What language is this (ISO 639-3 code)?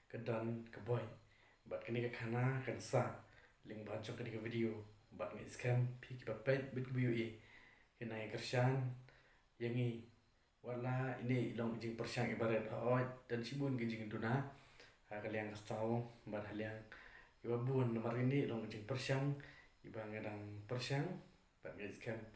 kha